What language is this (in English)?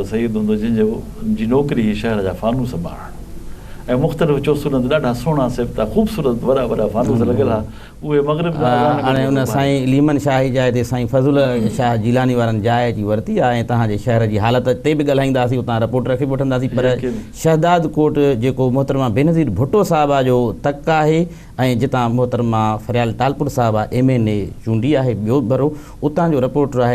Sindhi